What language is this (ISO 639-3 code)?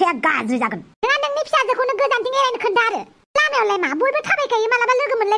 brx